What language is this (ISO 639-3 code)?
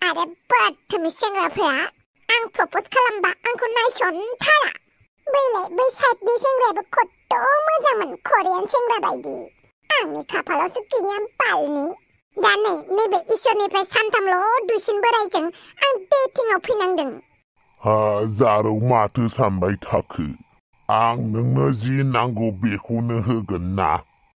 brx